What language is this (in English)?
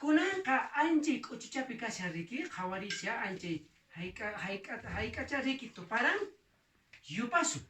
Quechua